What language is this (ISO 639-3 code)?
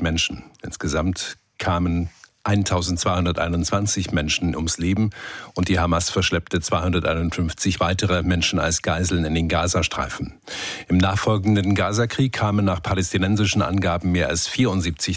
deu